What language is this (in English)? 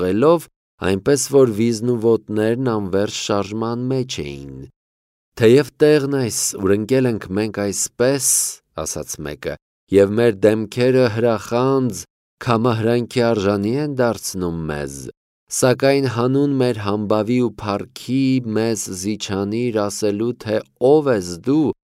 Armenian